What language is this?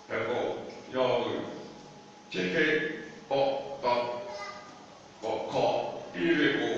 Lahu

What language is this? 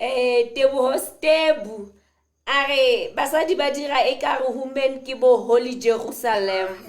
Southern Sotho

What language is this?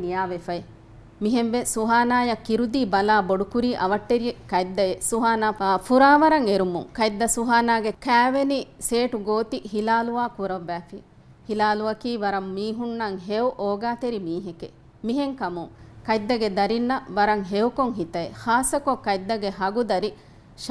Divehi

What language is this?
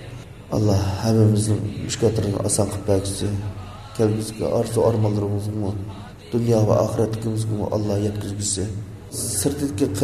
Uyghur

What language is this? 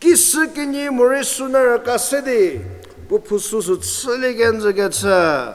Angami Naga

